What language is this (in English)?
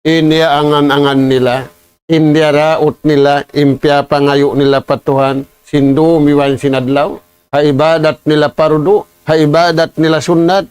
Tausug